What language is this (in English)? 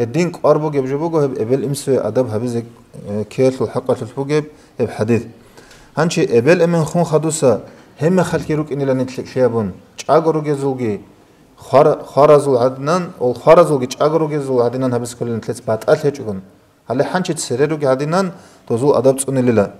Avaric